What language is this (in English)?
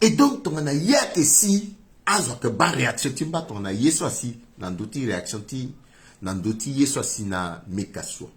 Sango